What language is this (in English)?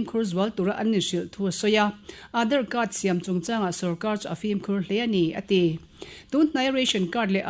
Mizo